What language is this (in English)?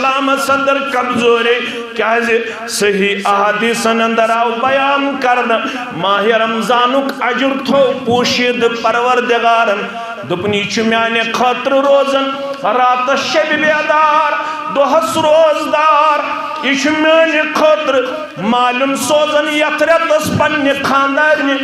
Kashmiri